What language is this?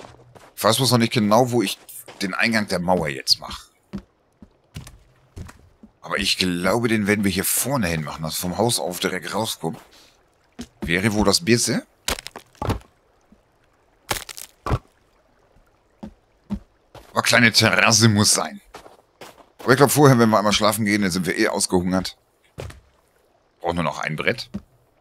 German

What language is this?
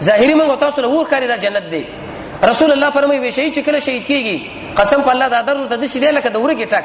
Pashto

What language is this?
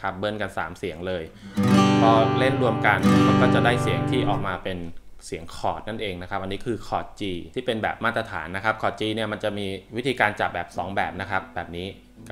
Thai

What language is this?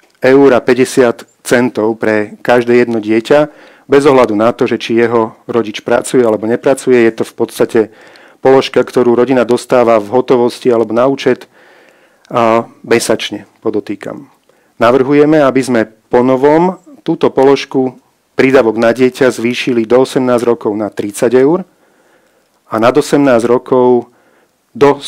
Slovak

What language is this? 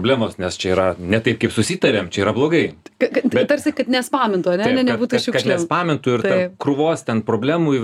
Lithuanian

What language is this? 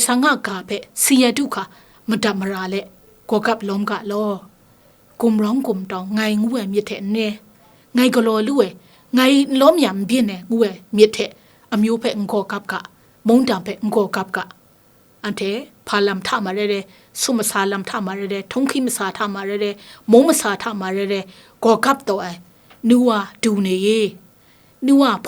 Kachin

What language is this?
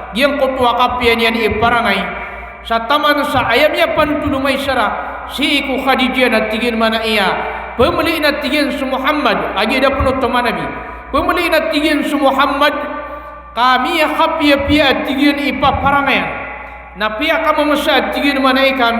Maranao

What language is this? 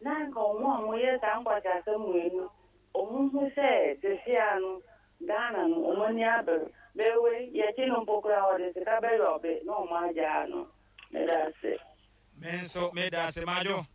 Akan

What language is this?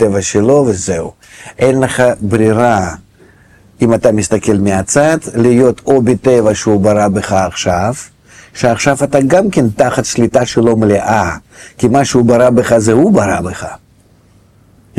Hebrew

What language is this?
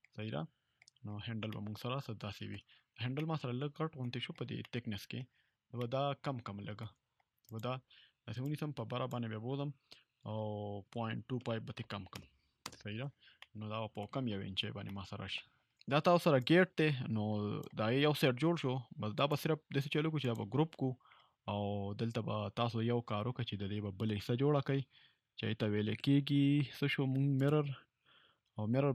Pashto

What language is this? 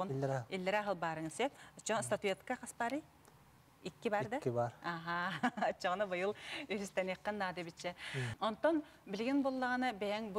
Yakut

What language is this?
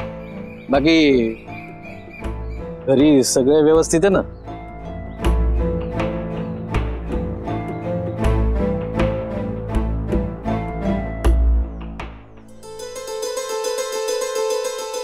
Marathi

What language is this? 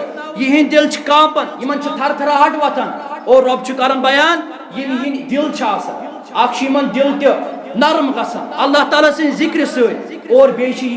Kashmiri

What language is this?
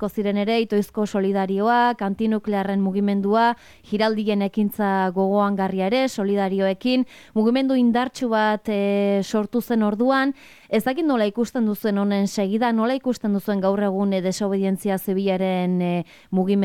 Basque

